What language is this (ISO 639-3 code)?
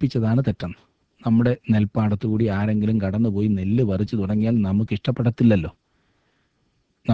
mal